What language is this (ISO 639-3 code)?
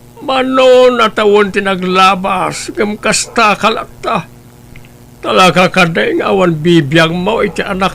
ilo